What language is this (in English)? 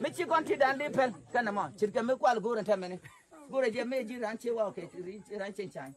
Nuer